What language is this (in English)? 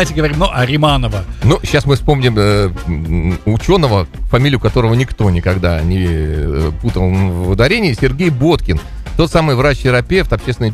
Russian